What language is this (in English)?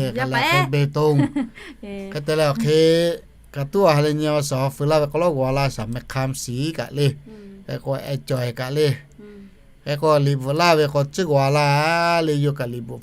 Lahu